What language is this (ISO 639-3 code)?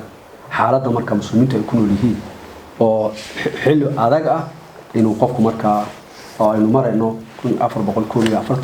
som